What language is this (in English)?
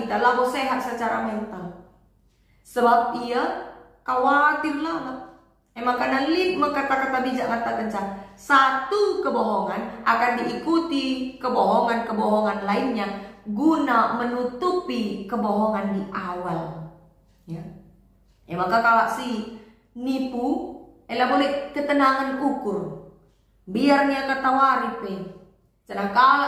Batak Karo